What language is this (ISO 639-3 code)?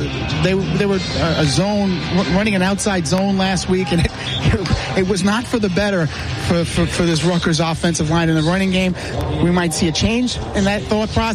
eng